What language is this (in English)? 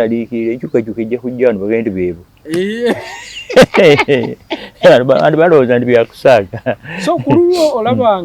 Ganda